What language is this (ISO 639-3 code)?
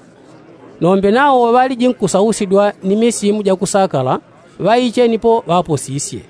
yao